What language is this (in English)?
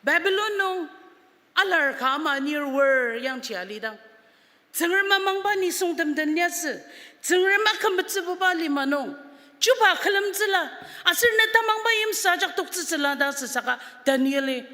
Ao Naga